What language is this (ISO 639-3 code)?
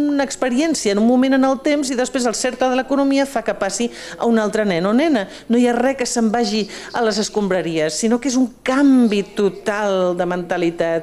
cat